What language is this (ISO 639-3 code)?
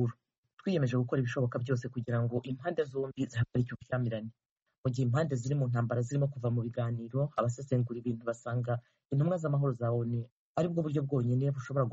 kin